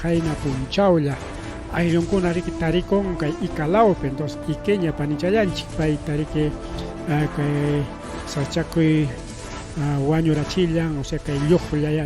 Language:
Ayacucho Quechua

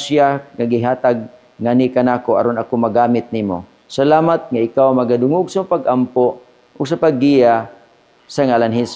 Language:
Cebuano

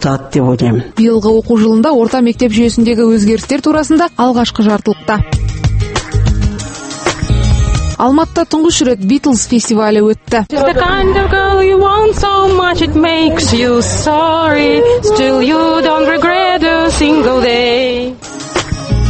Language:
Kazakh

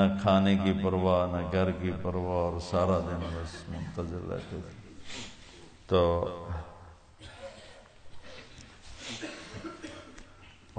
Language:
Urdu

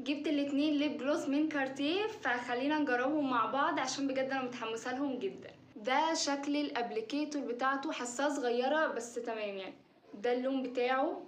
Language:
Egyptian Arabic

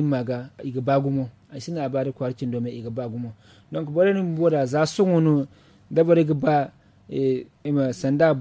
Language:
Zarma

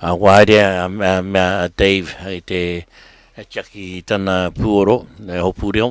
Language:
Māori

